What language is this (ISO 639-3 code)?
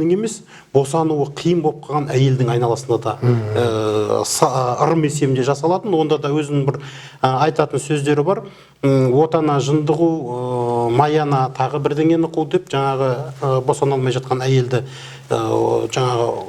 kaz